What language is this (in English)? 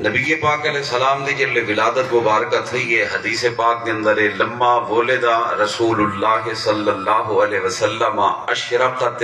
Saraiki